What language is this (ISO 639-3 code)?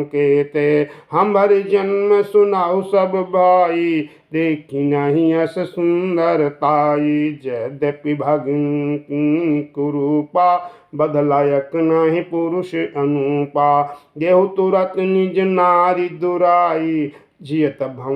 awa